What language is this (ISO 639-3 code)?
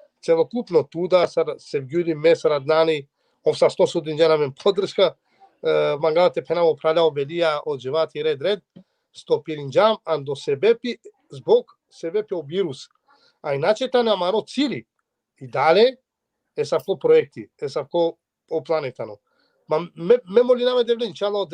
rmn